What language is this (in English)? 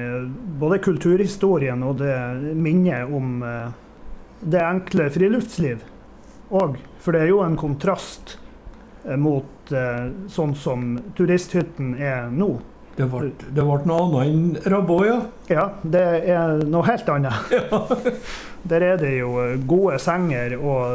Norwegian